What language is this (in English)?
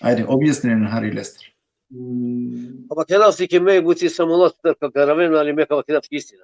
Balkan Romani